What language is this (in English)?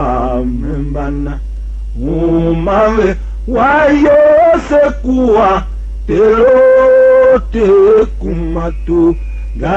Tiv